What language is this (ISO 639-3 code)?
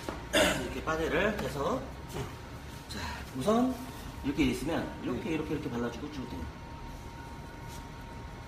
kor